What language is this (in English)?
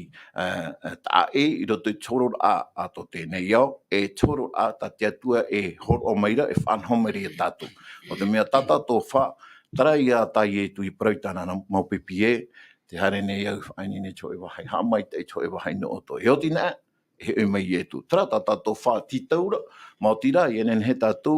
Tahitian